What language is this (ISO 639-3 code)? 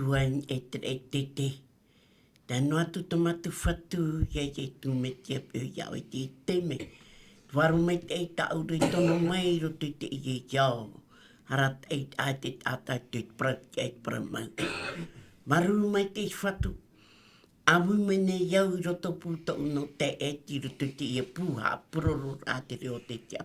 tah